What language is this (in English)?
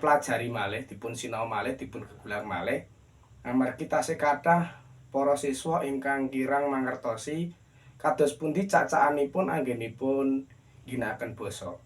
Javanese